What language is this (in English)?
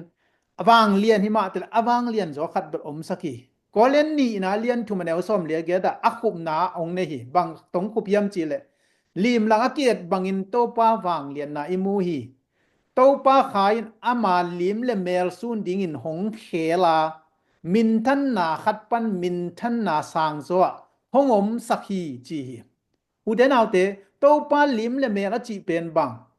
Tedim Chin